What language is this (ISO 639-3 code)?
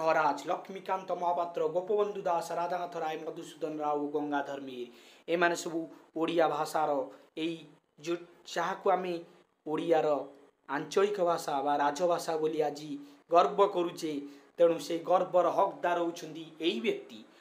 ori